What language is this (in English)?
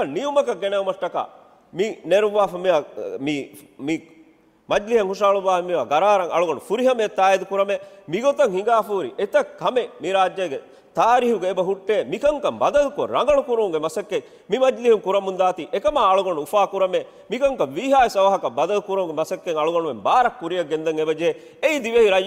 Divehi